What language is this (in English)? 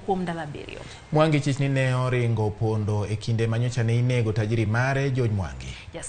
Luo (Kenya and Tanzania)